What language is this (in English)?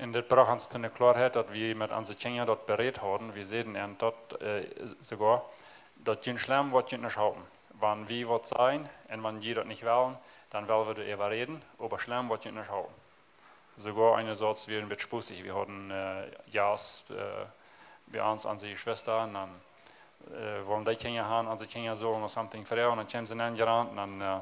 Plautdietsch